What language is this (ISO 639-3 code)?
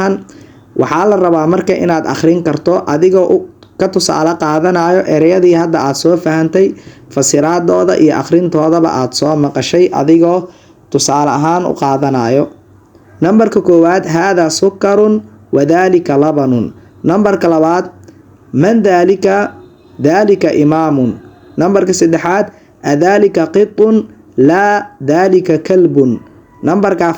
som